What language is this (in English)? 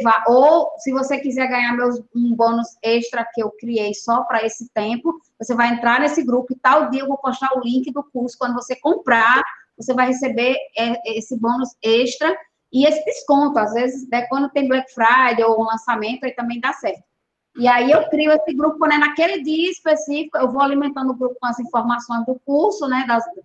Portuguese